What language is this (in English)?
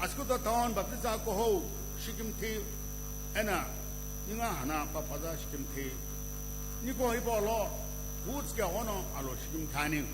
Sumi Naga